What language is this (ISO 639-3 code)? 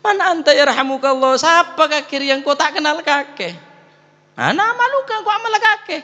mad